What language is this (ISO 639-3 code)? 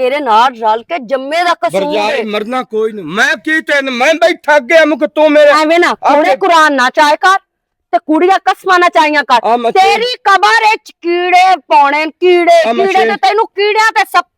lah